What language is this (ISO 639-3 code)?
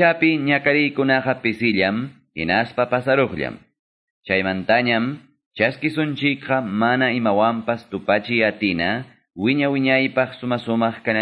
que